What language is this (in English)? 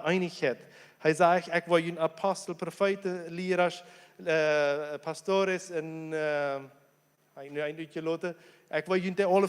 Plautdietsch